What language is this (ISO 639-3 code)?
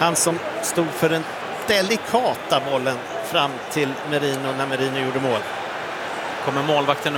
swe